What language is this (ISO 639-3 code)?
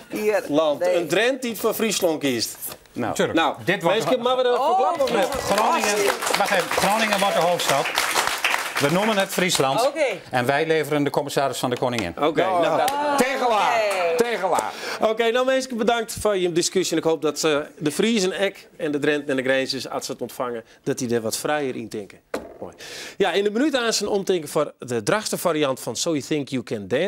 fry